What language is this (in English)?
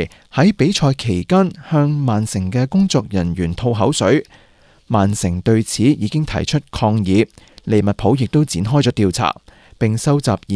Cantonese